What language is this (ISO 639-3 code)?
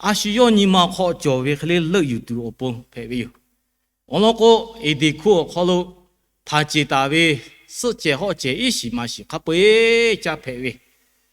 lhu